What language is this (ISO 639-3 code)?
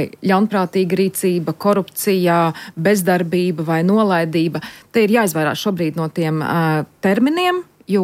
lav